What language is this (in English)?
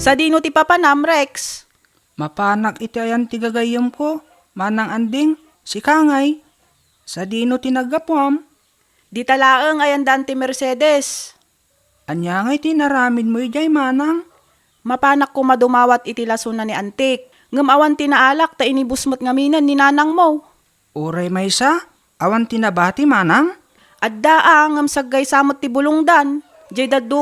Iloko